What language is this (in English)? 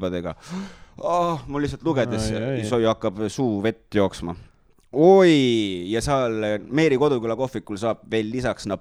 Estonian